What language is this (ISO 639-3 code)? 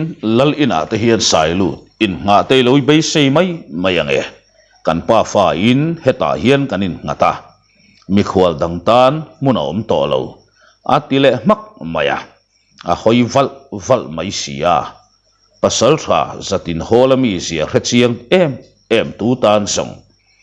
lus